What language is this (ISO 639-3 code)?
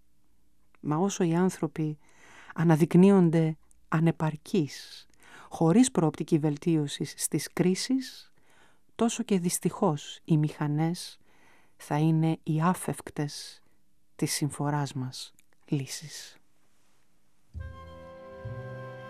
ell